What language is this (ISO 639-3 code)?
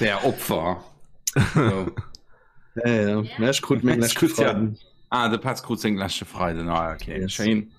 ltz